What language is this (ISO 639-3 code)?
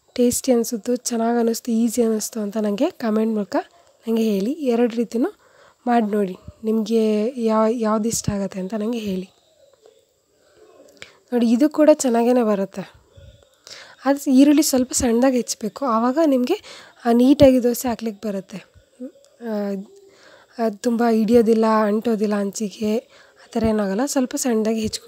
kan